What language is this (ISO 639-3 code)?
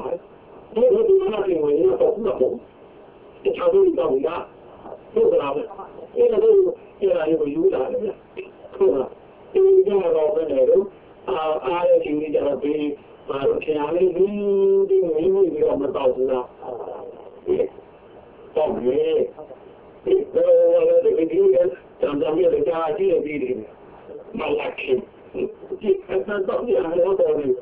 mya